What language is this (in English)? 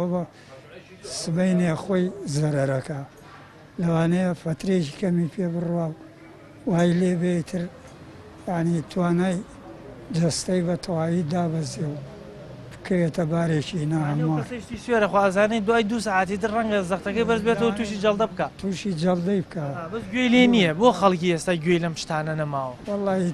Central Kurdish